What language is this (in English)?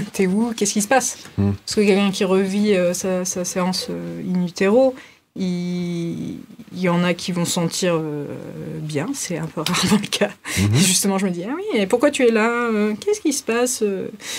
French